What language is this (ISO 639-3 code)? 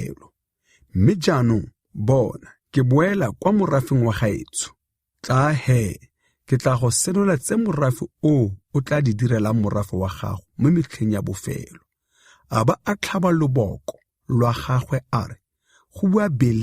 tsn